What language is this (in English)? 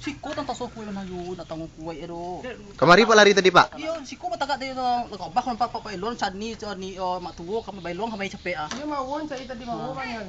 Minangkabau